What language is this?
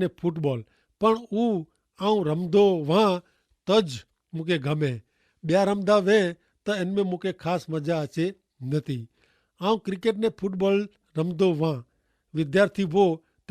Kachhi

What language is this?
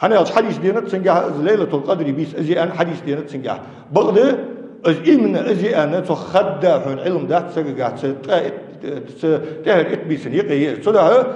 Ingush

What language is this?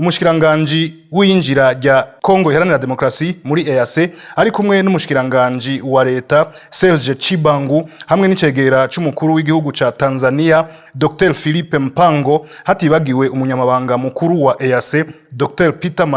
Rundi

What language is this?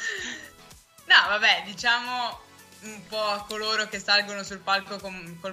Italian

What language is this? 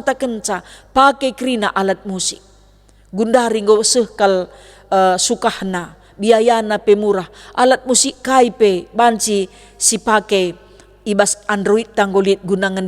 Batak Karo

